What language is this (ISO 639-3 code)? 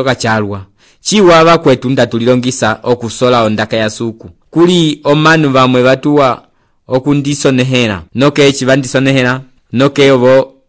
umb